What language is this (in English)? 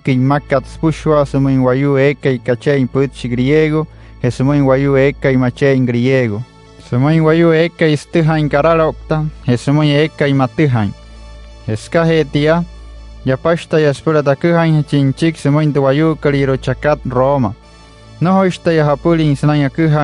Wayuu